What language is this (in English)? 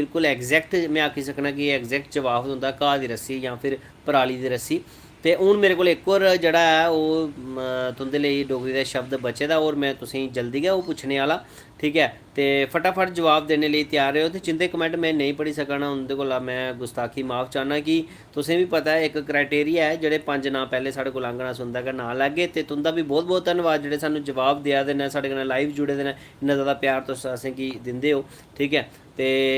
Dogri